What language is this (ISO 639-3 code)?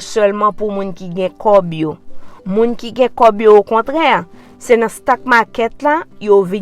hat